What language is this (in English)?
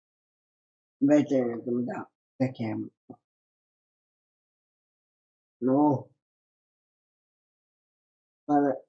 Finnish